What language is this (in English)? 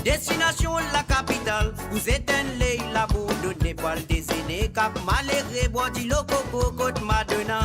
Morisyen